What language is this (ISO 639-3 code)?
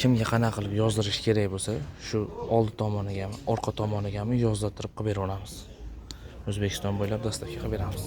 uzb